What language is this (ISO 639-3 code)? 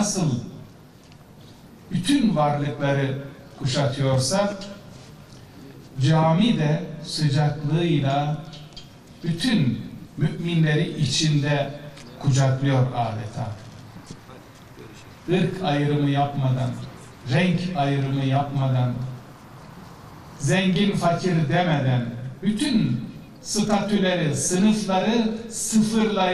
tur